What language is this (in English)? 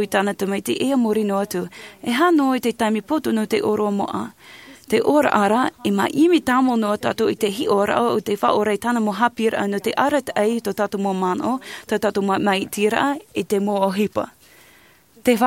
Tahitian